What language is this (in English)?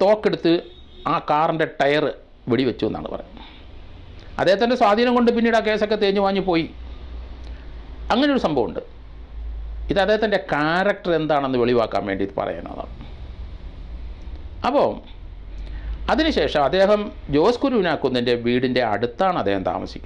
Malayalam